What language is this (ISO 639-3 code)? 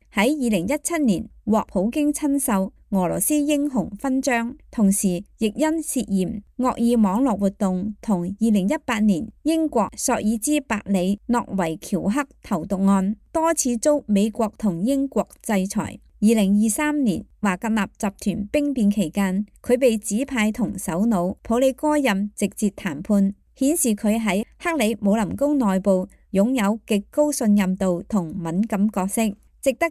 yue